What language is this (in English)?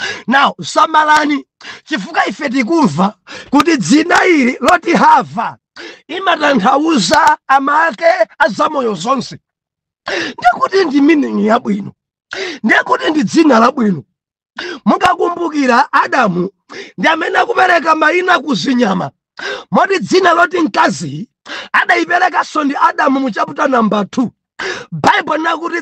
Nyanja